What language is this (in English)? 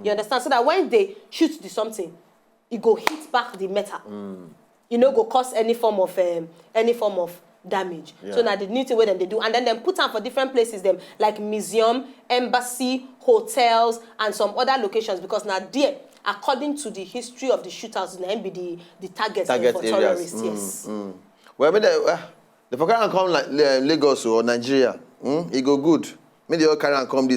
Nigerian Pidgin